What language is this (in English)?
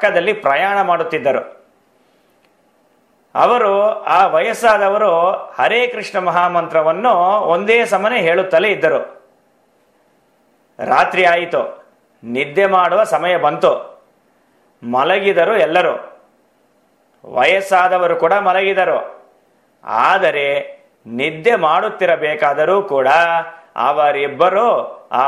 Kannada